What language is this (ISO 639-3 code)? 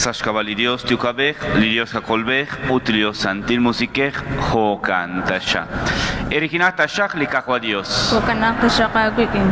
kek